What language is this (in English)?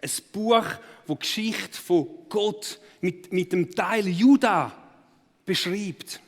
Swiss German